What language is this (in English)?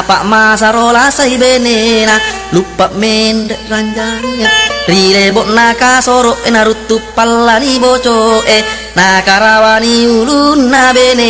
Buginese